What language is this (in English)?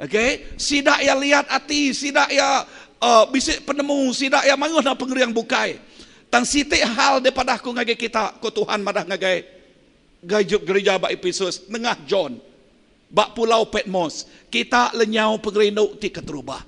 Iban